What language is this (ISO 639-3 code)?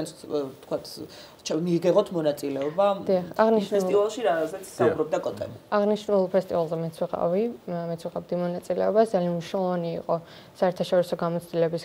kat